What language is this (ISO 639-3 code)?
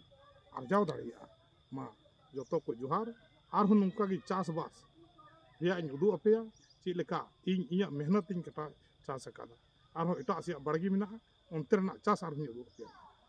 sat